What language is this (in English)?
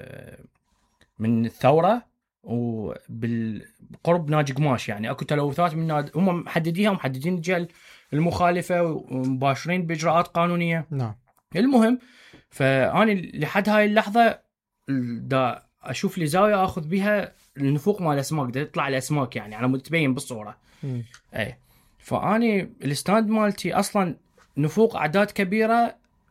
Mesopotamian Arabic